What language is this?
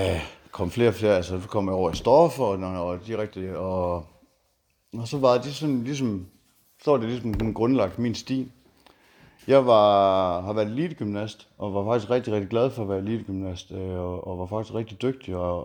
Danish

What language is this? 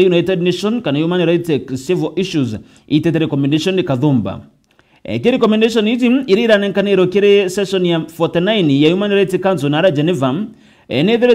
Meru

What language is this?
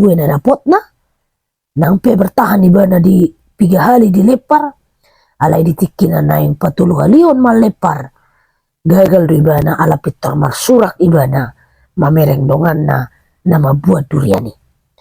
Batak Toba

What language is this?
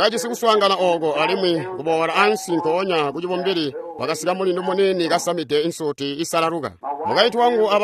Tonga (Zambia)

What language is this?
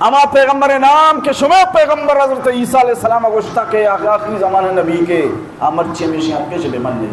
Baluchi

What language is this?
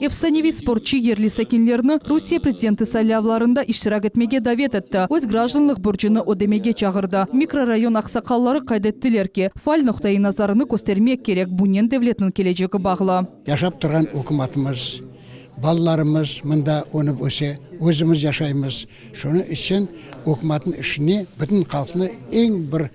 Crimean Tatar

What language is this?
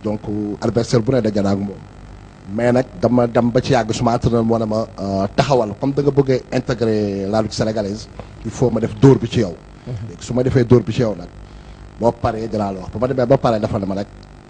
Wolof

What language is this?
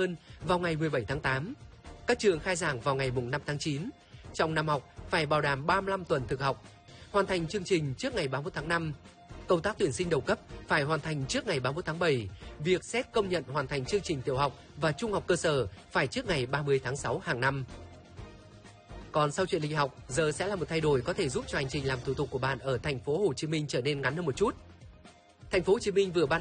Vietnamese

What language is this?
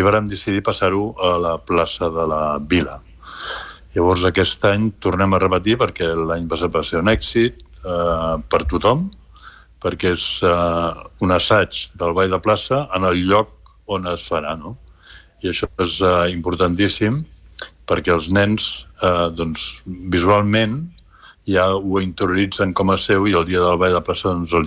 Catalan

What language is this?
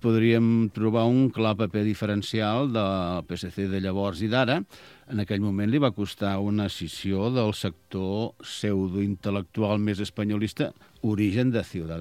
Catalan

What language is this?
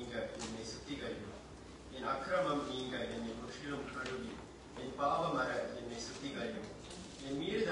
Tamil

